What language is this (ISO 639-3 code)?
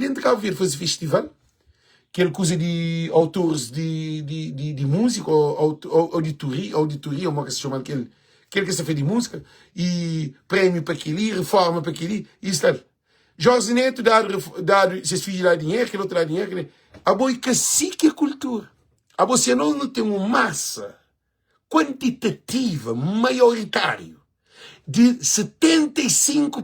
kea